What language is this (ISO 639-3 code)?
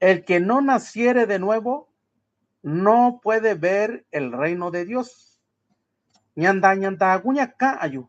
mix